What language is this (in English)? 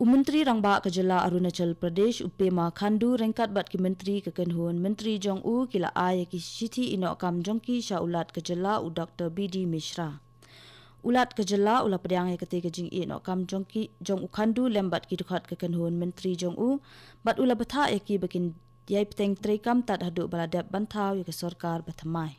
Khasi